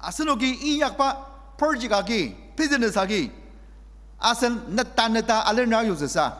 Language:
Ao Naga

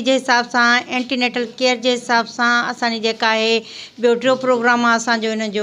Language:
Sindhi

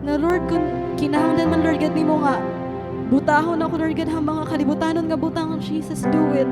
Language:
Waray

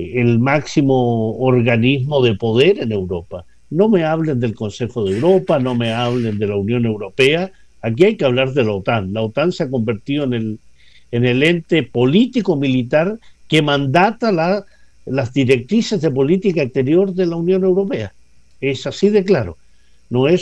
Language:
Spanish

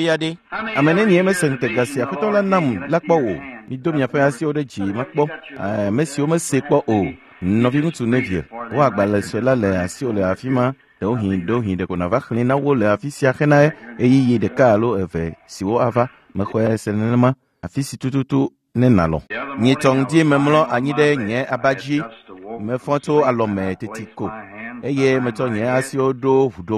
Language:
Ewe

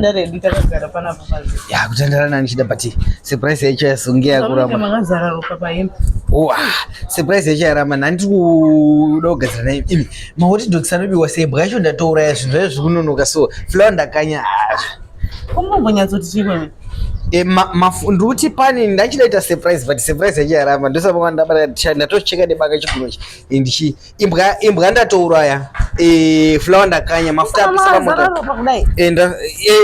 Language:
Shona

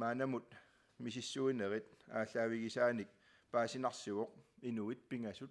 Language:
Kalaallisut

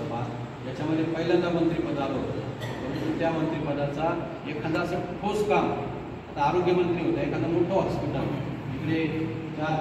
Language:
Marathi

